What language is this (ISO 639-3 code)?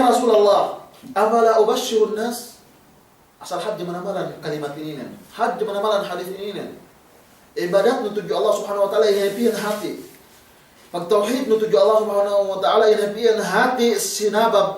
yka